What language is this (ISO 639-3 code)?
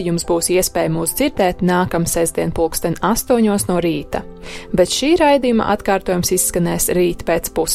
lav